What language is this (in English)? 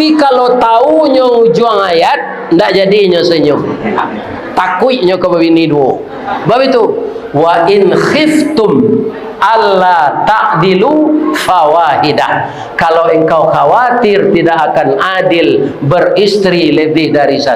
Minangkabau